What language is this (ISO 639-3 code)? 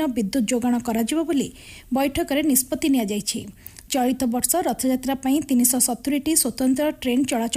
ori